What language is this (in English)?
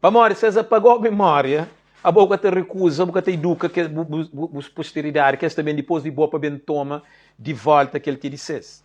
Kabuverdianu